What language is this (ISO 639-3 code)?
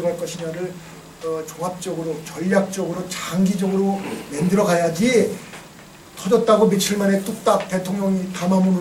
kor